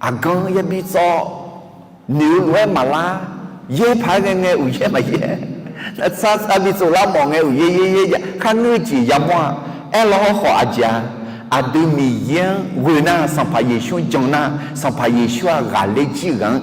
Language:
Akha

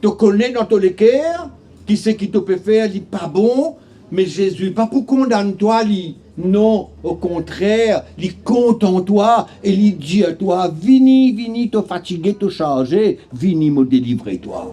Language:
Morisyen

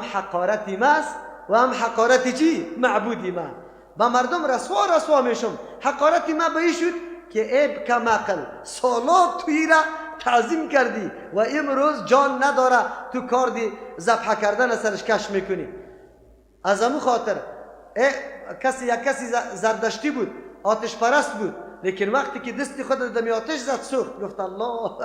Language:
Persian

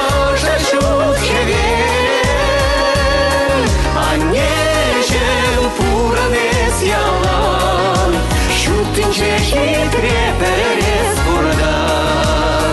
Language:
Chuvash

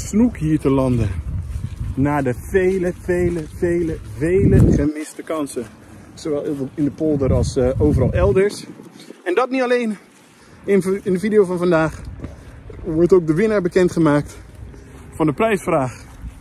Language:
Dutch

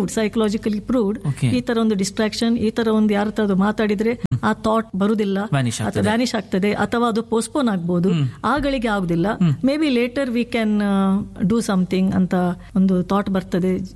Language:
Kannada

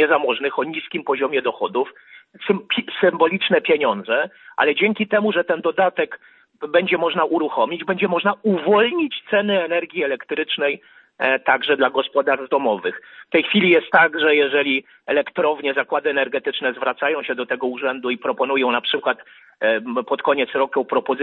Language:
Polish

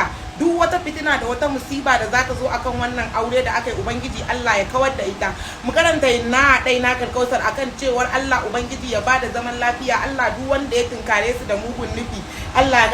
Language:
Hausa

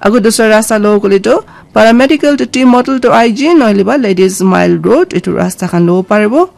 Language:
Naga Pidgin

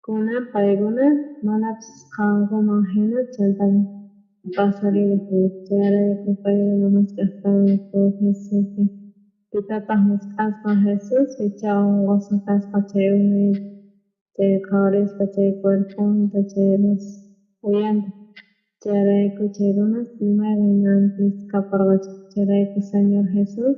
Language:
South Bolivian Quechua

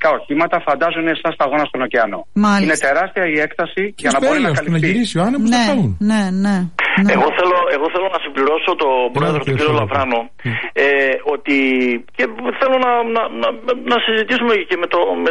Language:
Greek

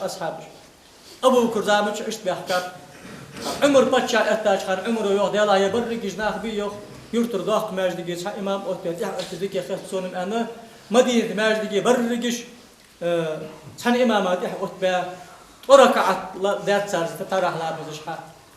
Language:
Ingush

